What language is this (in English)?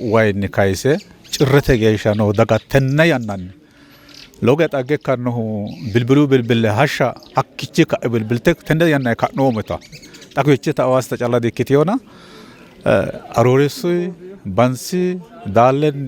Sidamo